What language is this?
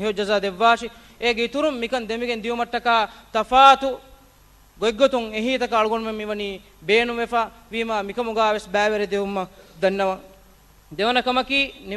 Divehi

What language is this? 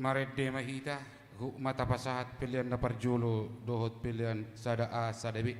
Batak Toba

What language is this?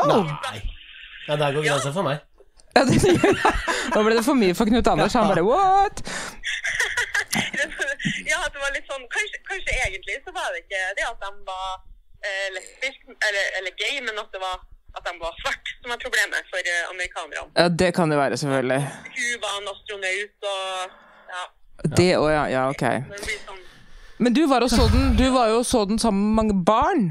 Norwegian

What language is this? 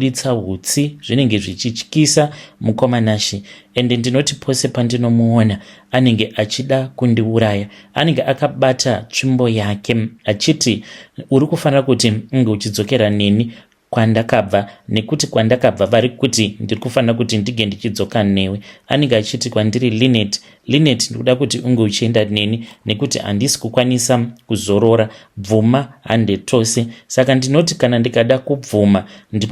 Shona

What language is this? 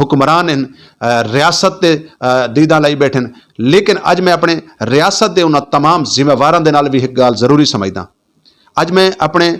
Saraiki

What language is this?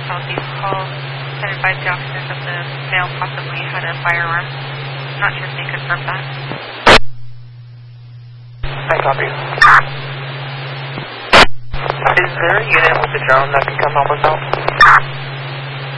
English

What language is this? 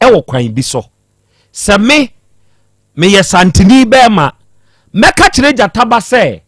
Akan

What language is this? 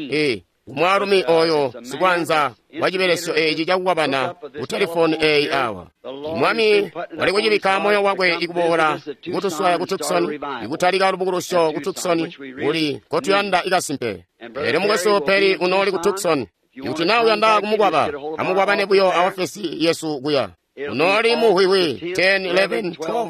Tonga (Zambia)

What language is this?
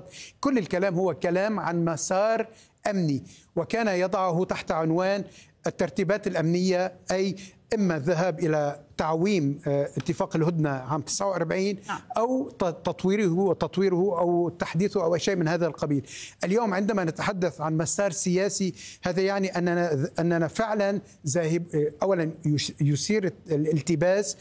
Arabic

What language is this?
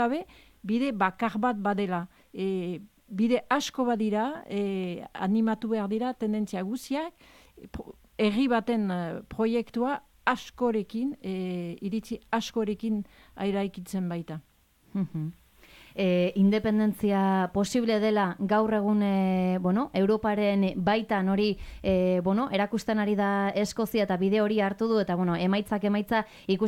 Basque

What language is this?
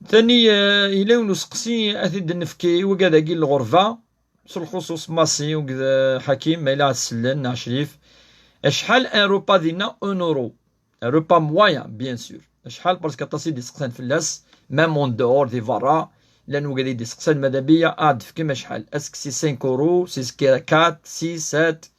Kabyle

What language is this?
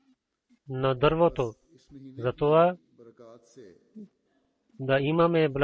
Bulgarian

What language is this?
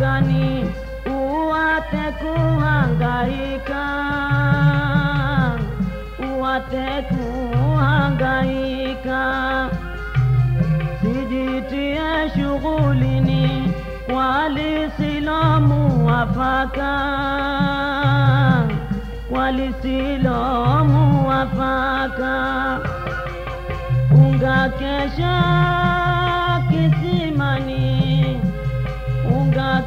Swahili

